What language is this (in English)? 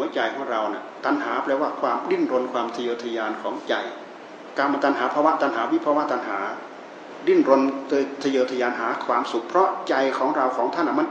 Thai